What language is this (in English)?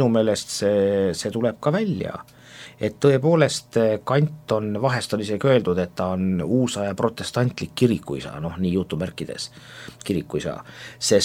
Estonian